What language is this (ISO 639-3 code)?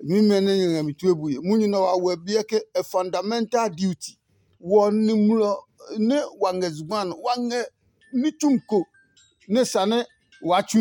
ada